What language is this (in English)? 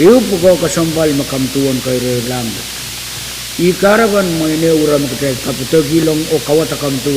Pohnpeian